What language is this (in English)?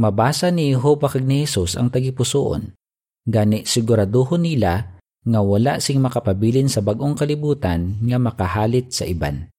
Hiligaynon